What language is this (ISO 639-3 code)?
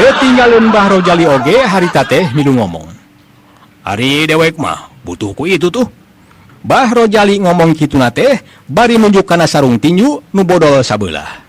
sun